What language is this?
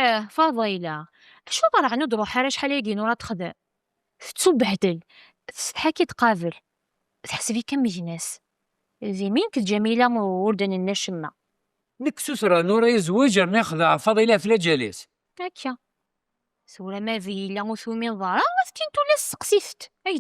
Kabyle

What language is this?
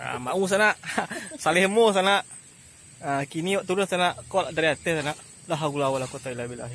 Minangkabau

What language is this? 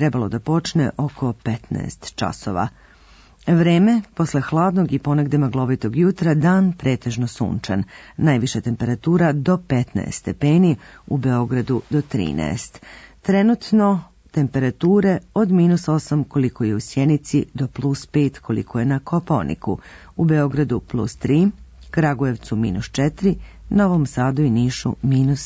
Serbian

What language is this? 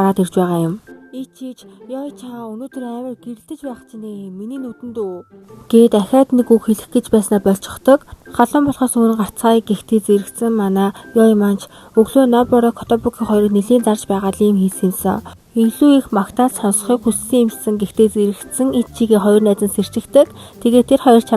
Mongolian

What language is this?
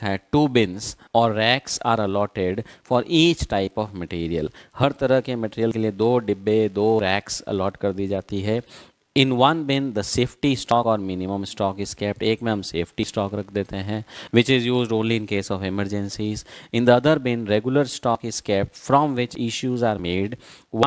Hindi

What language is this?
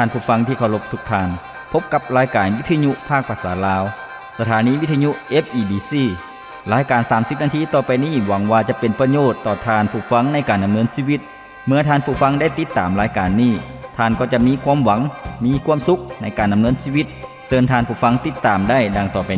Lao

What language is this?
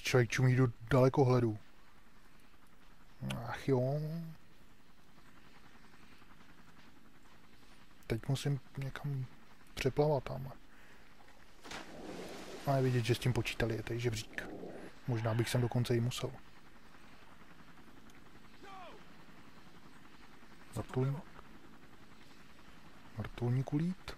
Czech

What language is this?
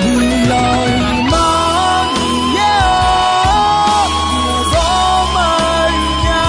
Akha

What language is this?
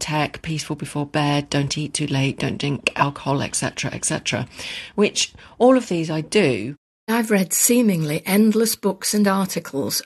English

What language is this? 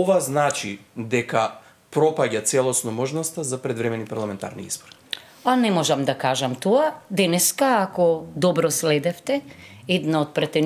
Macedonian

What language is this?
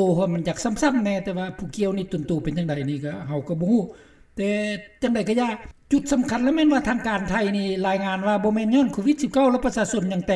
Lao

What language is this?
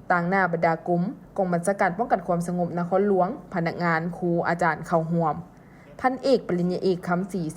Lao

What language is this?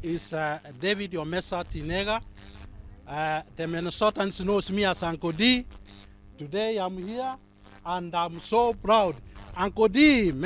Gusii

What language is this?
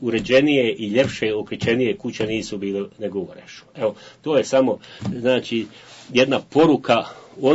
Bosnian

